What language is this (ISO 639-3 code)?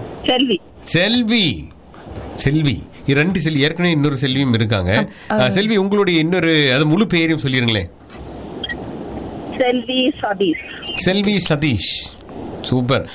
tam